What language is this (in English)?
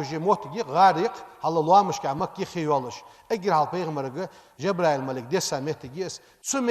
Ingush